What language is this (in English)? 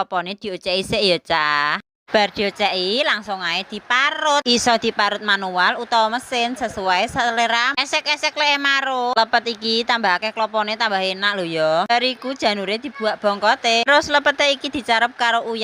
Javanese